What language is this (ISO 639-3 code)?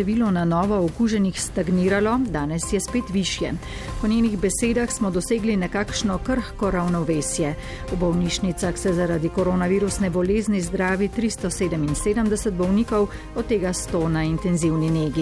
slv